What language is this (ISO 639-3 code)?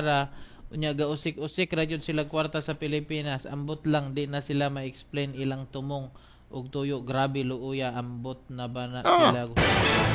ceb